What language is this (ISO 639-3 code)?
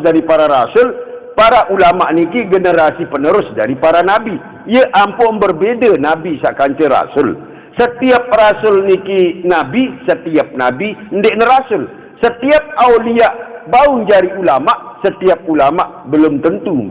sas